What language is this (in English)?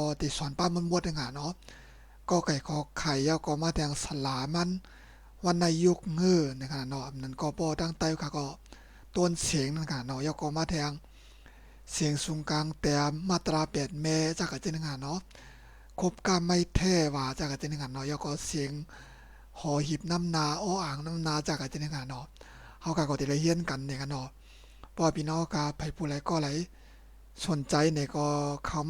Shan